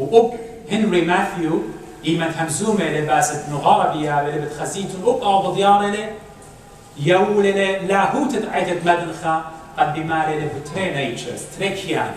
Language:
Assyrian Neo-Aramaic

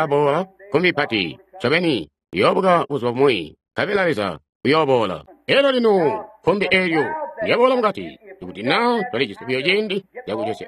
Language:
Tonga (Zambia)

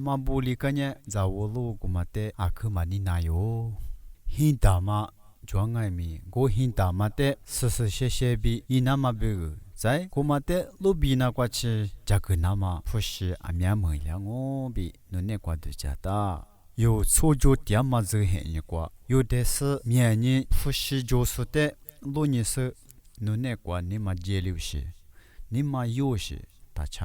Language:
Lisu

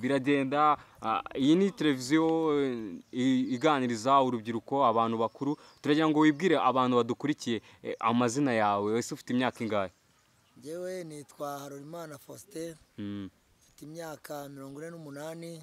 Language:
Kinyarwanda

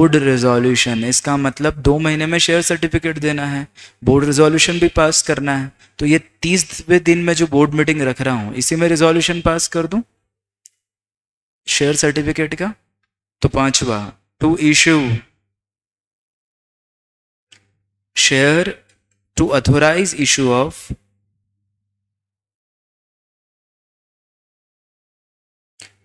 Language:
Hindi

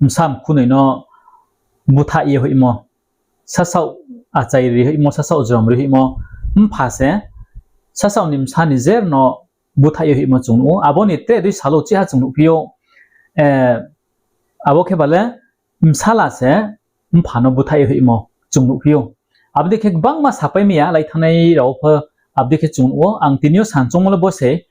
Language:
Riang (India)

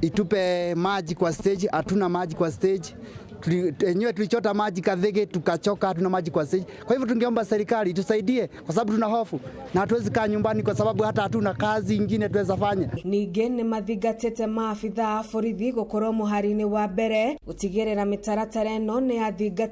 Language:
Kikuyu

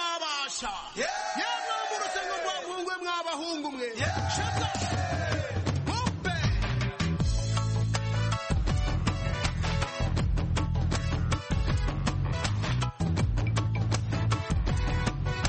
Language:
Kinyarwanda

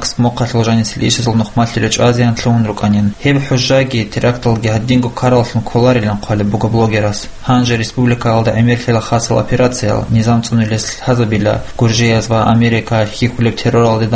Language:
Avaric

